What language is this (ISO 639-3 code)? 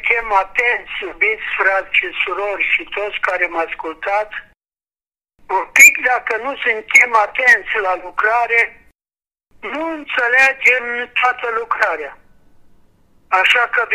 ron